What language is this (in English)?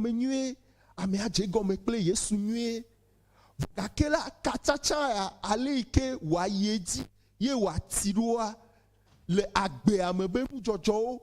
Ewe